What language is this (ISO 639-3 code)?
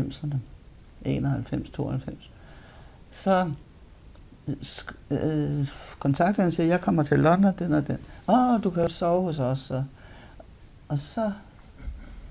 dan